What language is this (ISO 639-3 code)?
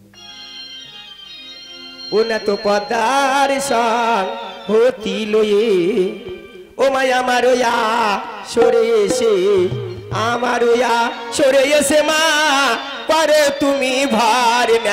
ben